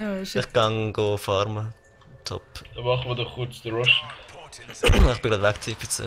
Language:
Swiss German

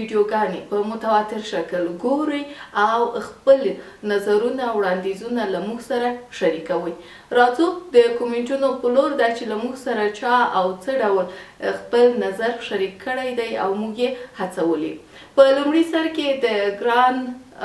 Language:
Pashto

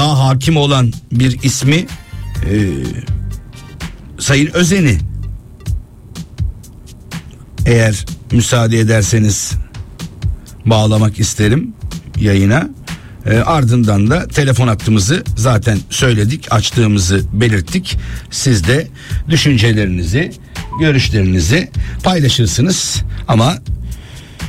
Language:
Turkish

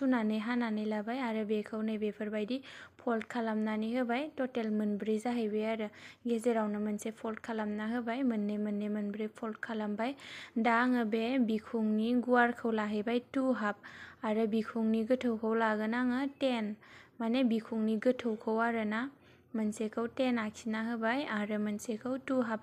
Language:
Bodo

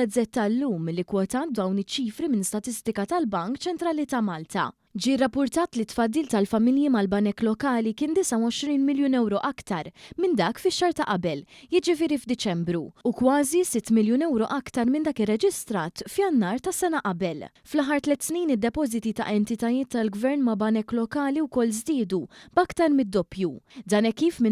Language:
Maltese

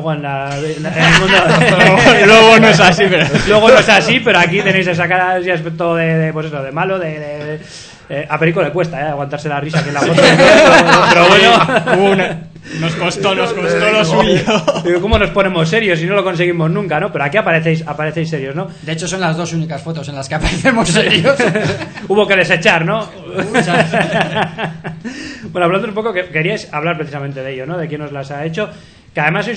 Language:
Spanish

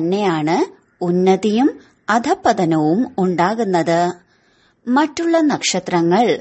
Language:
Malayalam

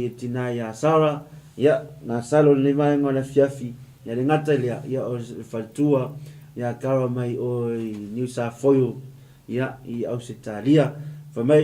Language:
Samoan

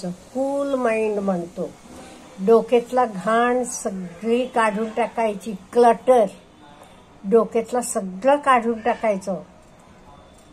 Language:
Marathi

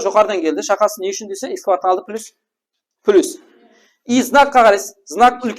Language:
Kara-Kalpak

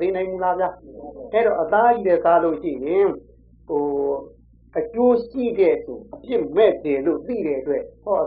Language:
Burmese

